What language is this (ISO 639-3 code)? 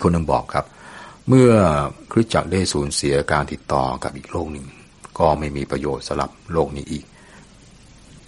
tha